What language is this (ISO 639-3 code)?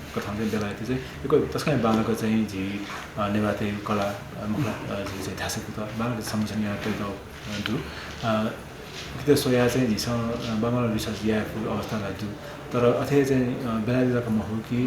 new